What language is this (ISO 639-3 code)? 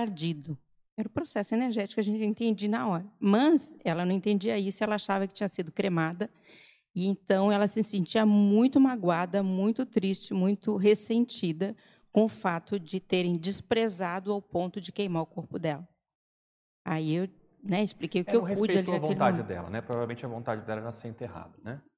por